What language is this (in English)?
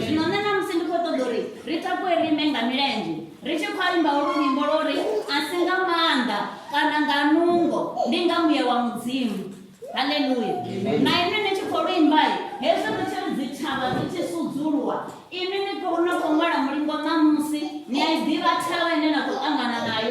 Venda